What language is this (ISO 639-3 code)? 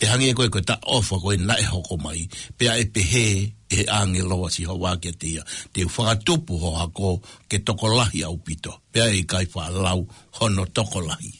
ton